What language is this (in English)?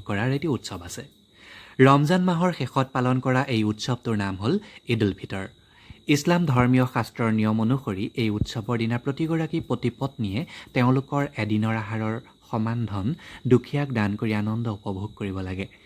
Assamese